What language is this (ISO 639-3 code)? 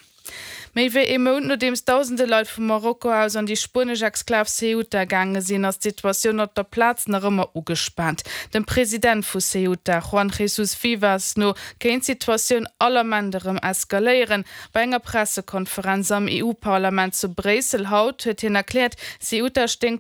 ltz